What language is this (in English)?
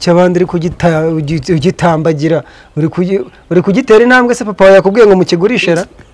Kinyarwanda